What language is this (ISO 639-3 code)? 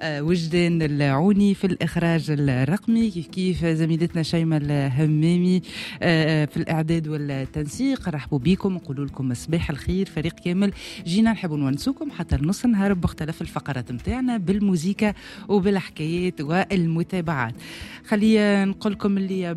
aeb